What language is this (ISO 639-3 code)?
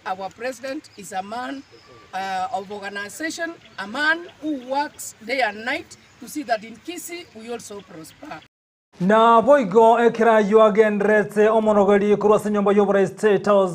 guz